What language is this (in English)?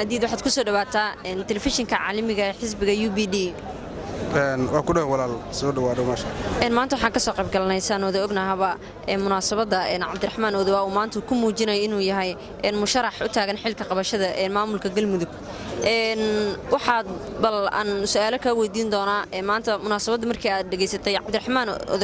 Somali